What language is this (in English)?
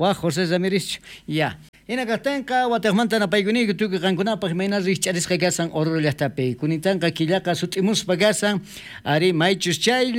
South Bolivian Quechua